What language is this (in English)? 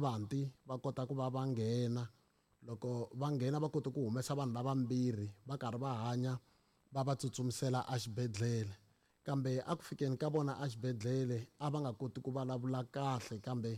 Tsonga